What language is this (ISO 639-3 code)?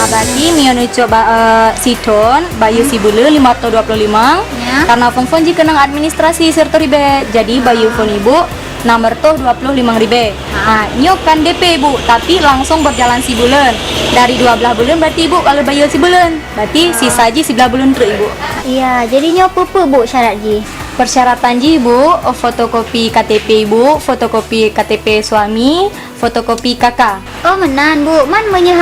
ace